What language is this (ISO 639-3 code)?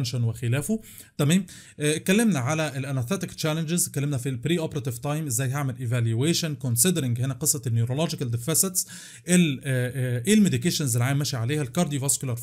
arz